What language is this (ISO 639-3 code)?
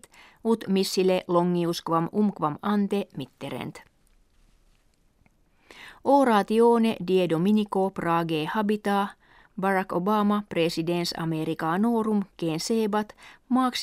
lat